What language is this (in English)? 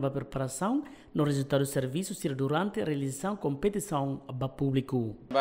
Tetum